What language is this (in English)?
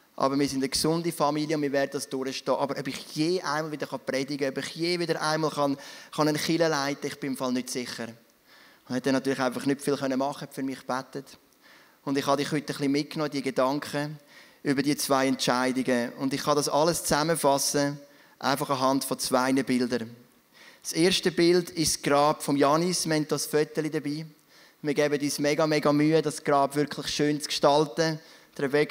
Swiss German